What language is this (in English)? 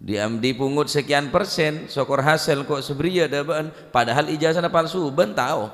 Madurese